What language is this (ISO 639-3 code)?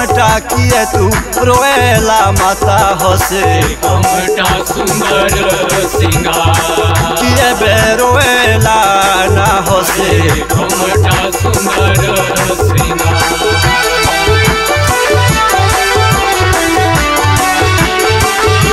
bho